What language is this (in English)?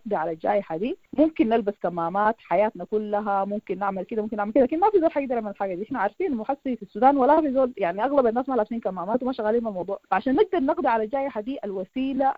Sudanese Arabic